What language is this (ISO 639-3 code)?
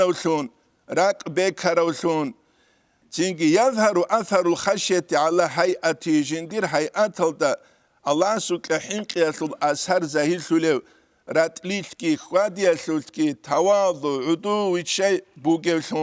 ava